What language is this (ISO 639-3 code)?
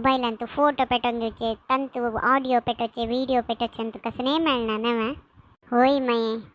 kok